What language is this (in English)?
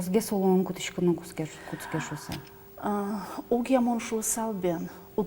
Udmurt